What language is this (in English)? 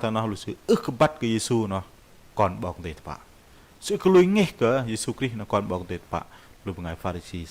Bahnar